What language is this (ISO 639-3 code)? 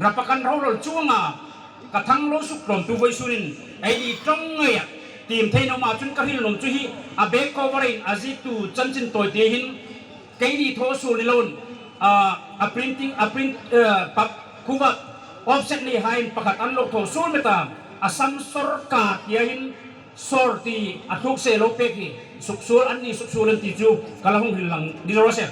hmr